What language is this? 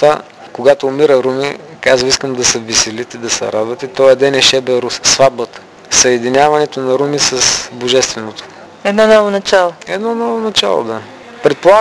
Bulgarian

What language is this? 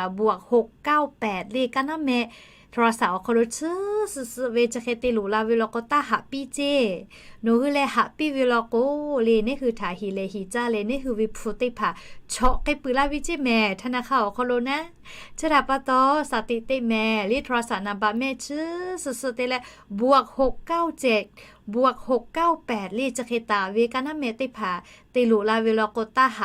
Lahu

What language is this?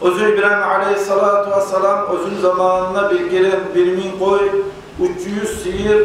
Kumyk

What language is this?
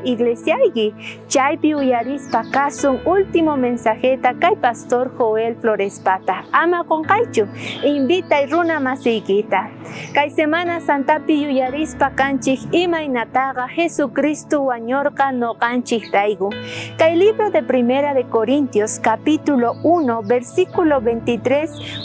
South Bolivian Quechua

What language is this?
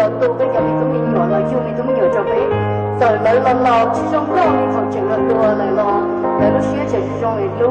Hmong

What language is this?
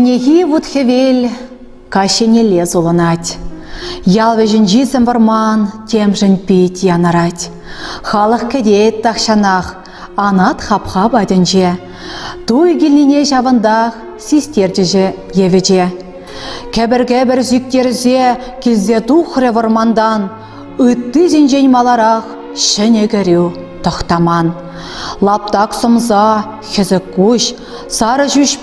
Chuvash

